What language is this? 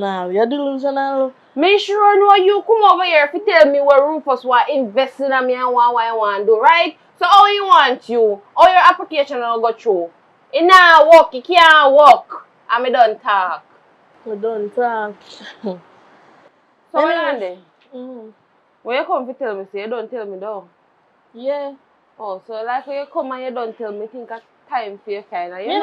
Jamaican Creole English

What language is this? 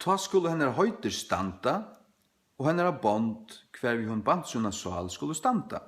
Faroese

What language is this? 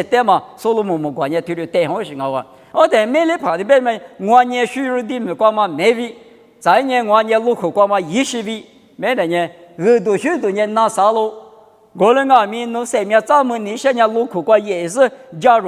Lisu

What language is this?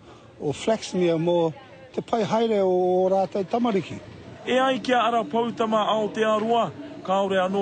Māori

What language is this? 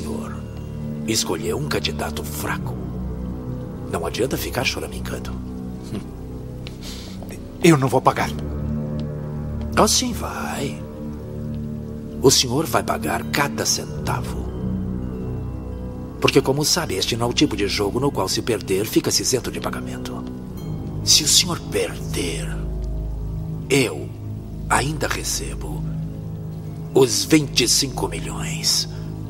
Portuguese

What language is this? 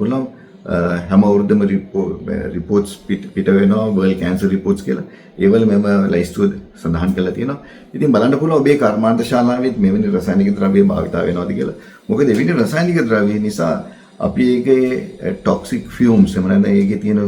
Sinhala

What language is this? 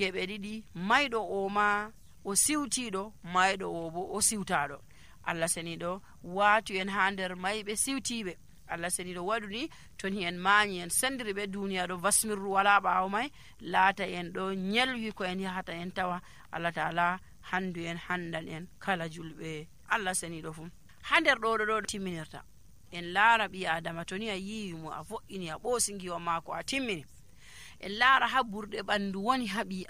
Nigerian Fulfulde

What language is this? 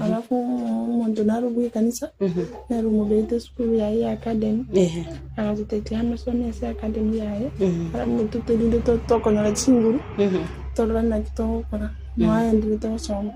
Gusii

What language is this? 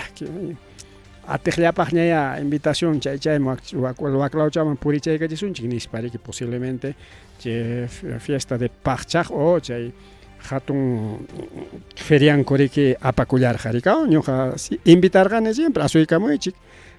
Ayacucho Quechua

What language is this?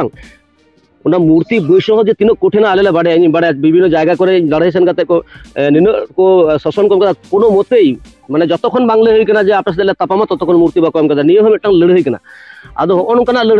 Santali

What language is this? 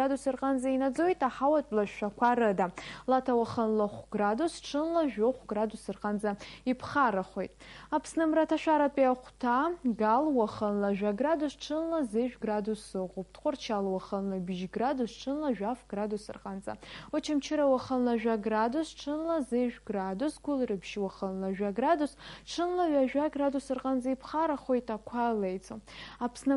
Abkhazian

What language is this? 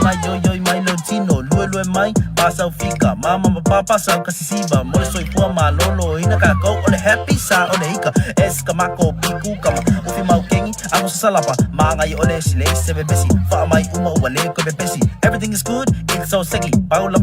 Samoan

